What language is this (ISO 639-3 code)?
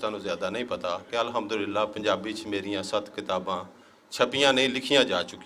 lah